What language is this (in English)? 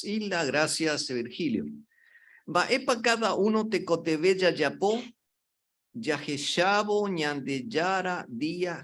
Guarani